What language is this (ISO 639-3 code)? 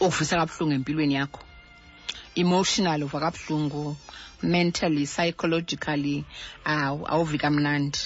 xho